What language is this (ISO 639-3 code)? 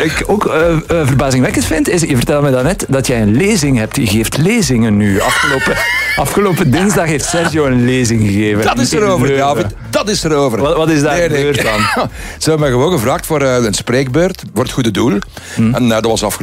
nld